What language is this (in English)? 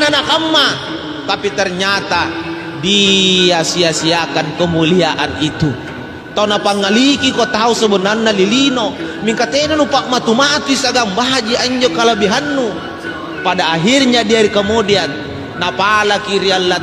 Makasar